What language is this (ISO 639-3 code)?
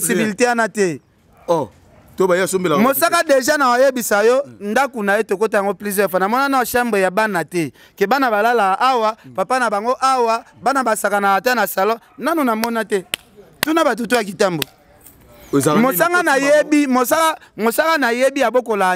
lin